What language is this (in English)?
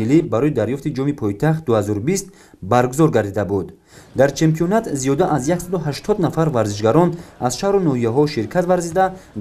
Tajik